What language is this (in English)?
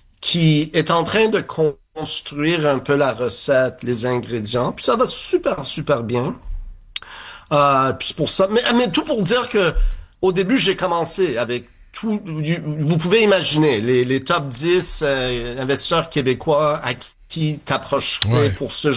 French